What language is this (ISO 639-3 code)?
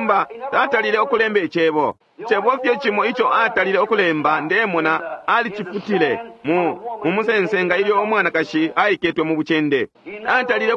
bem